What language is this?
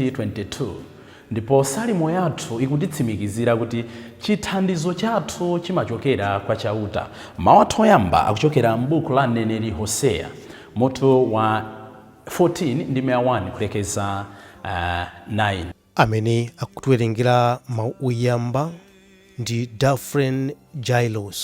Nyanja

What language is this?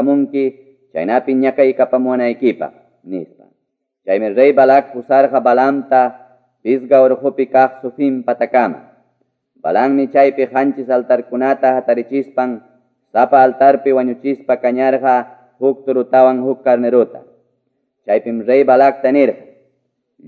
Quechua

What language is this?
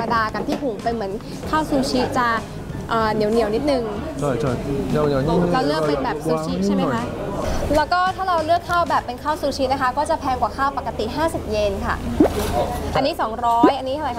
Thai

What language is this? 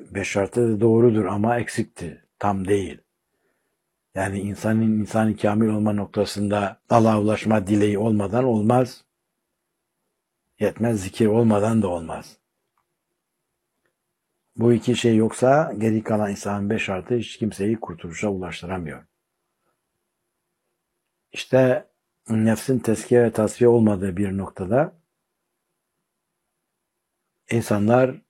Turkish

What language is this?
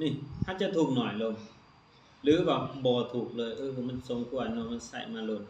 Lao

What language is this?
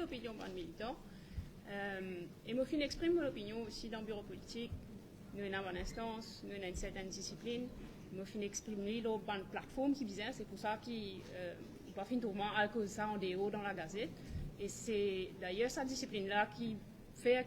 Morisyen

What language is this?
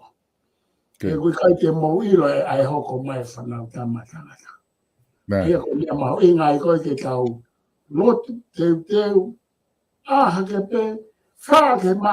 Tongan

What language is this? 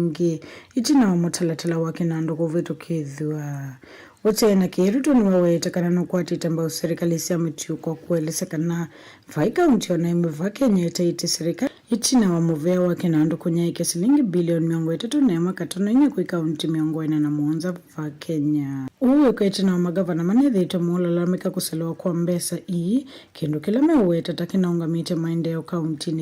Kamba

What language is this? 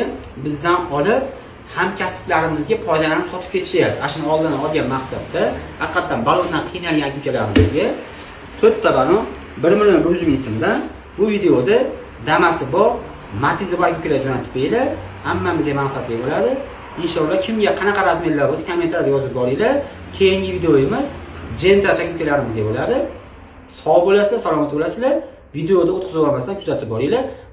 Uzbek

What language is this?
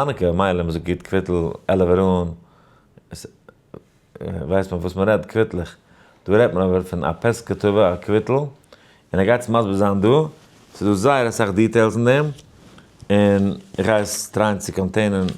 Yiddish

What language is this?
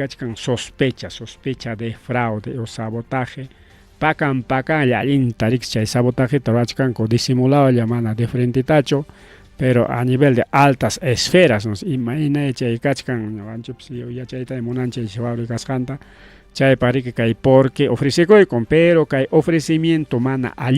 Ayacucho Quechua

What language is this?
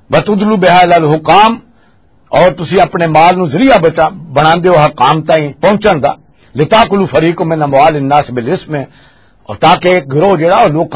Western Panjabi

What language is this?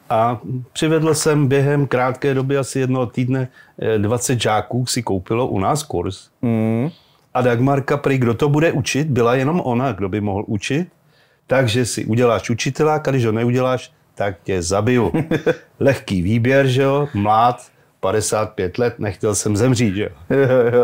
Czech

